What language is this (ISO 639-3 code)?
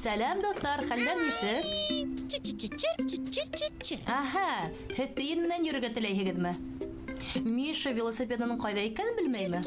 bak